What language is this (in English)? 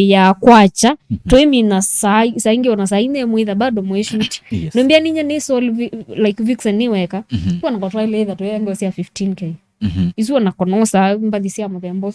Kamba